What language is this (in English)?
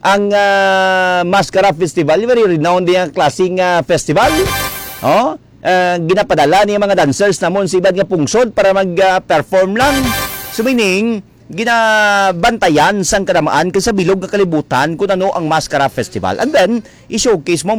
Hiligaynon